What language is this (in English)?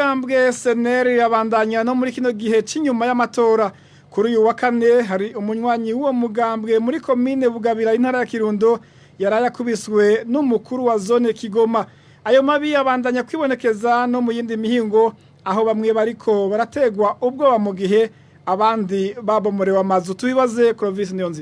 Rundi